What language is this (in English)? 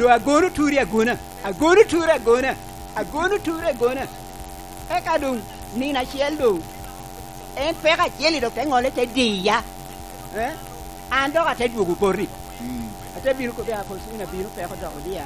Lango (Uganda)